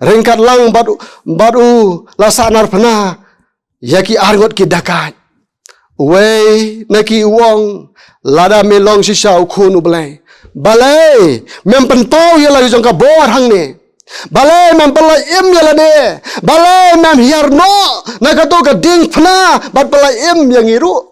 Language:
Khasi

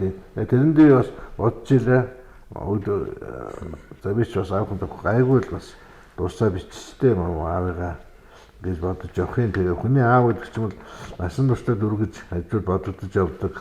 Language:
Mongolian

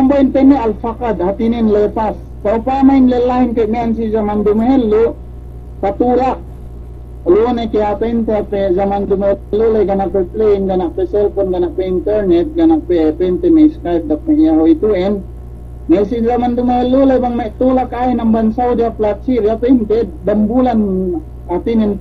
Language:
Yakan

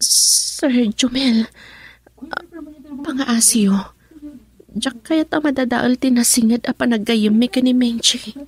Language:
Iloko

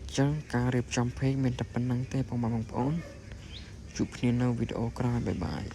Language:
Khmer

